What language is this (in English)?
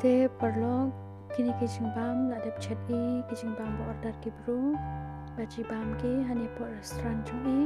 Khasi